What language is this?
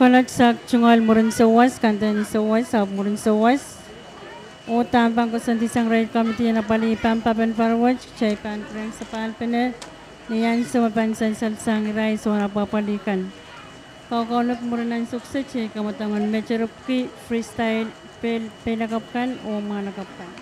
Pohnpeian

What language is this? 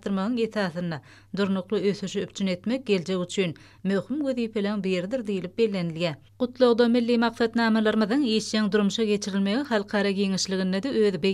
Turkmen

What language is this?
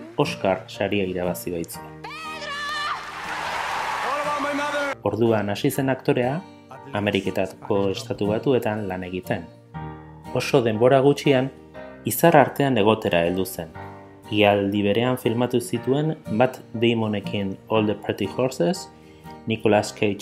Basque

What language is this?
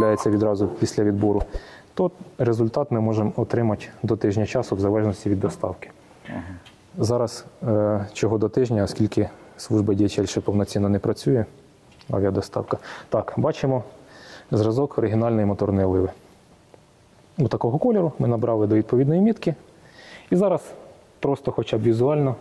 Ukrainian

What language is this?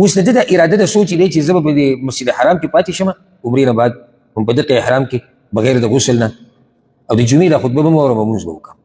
Pashto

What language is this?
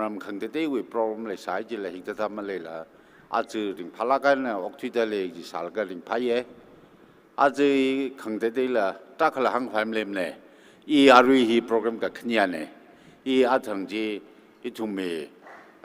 Tangkhul Naga (India)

